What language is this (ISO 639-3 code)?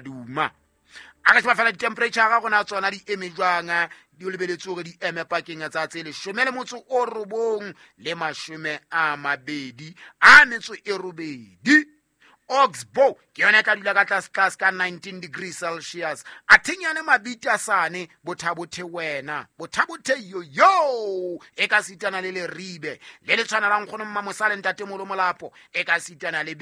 sot